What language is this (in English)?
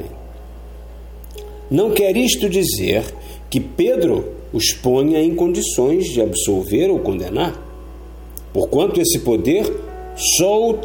Portuguese